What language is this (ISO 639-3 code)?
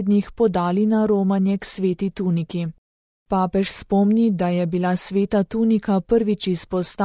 slv